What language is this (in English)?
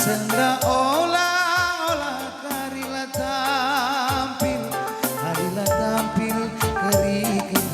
Batak Karo